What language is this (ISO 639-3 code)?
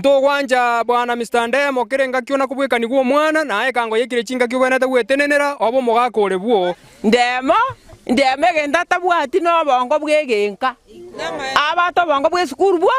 guz